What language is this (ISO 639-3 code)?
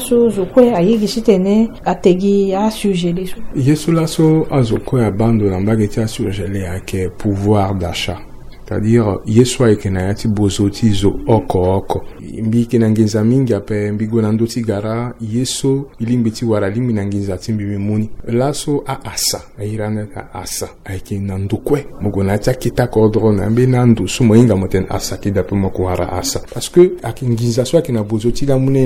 sag